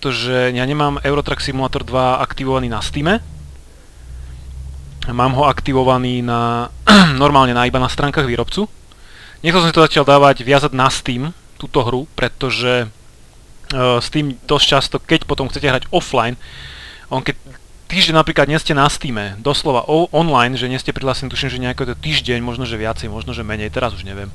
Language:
Slovak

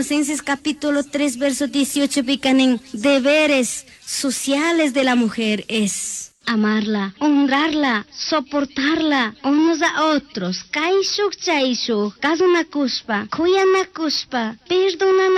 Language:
Chimborazo Highland Quichua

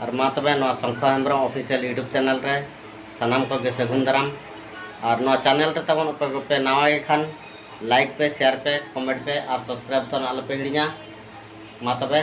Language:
Santali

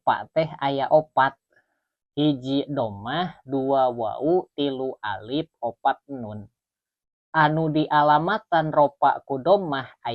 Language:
Sundanese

